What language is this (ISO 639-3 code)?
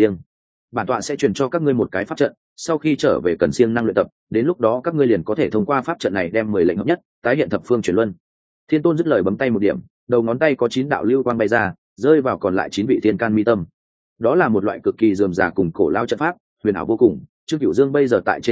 vie